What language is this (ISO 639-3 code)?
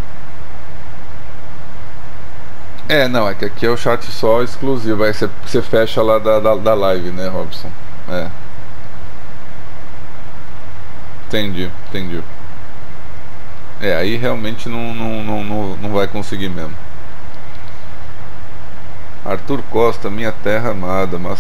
por